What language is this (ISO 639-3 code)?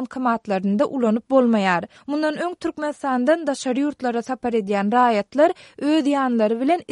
tuk